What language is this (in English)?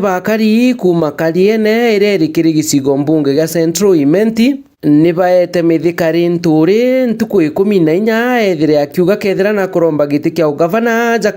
Meru